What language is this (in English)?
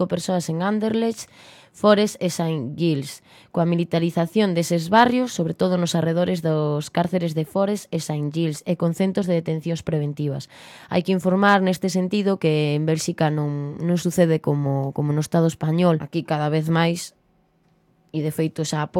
Galician